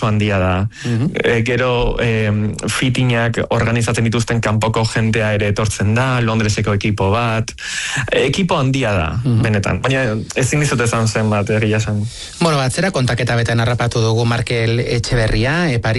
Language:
Basque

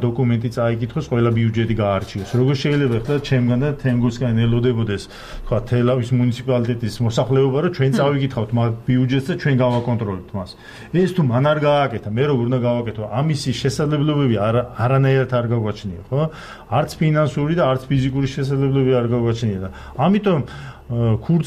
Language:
Georgian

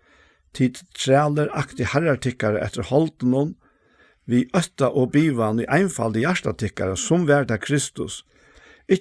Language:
Faroese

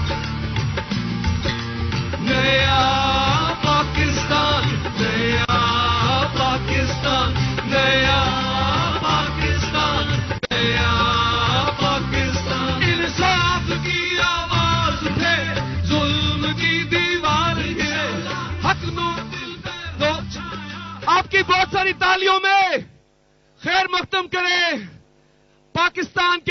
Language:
Urdu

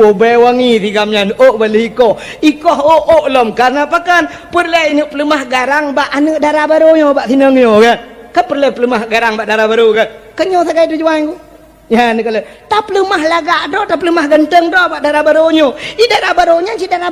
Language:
Achinese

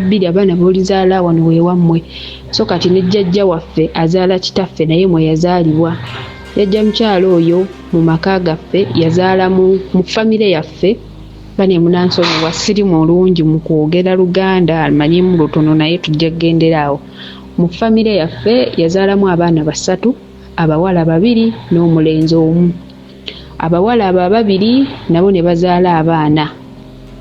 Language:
Ganda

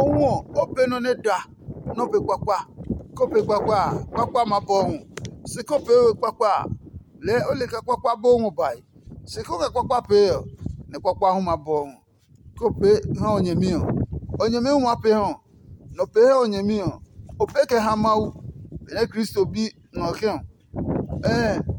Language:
Adangme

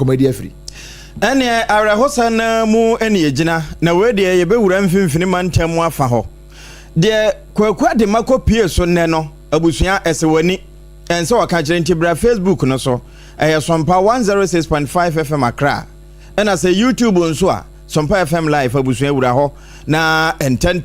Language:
Akan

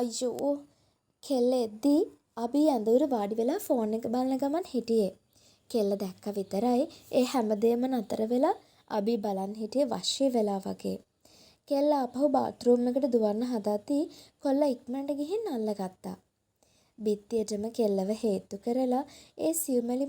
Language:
Sinhala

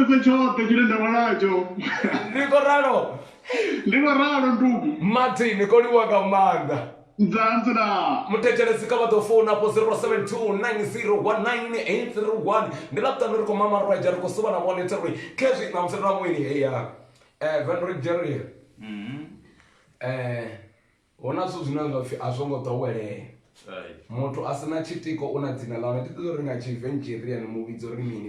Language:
Venda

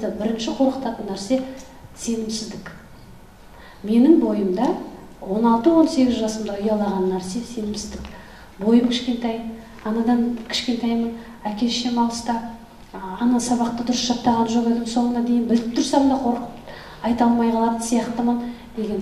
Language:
Kazakh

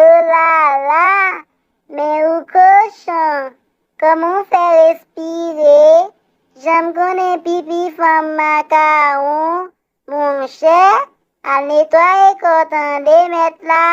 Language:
Haitian Creole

